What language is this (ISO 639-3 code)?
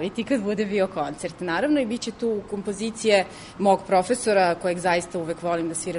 srp